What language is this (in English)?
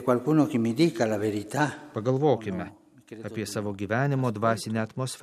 Lithuanian